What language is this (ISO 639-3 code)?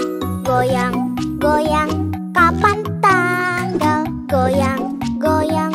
ind